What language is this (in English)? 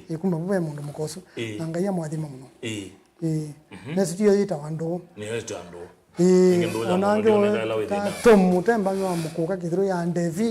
Kamba